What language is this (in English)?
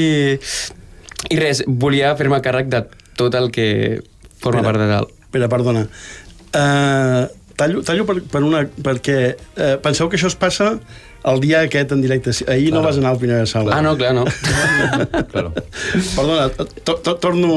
Catalan